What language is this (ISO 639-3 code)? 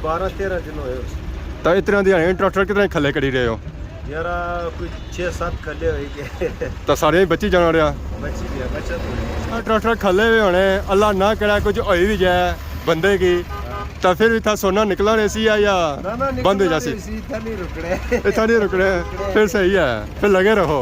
phr